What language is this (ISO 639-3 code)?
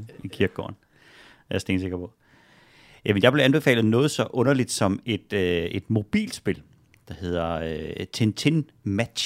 dan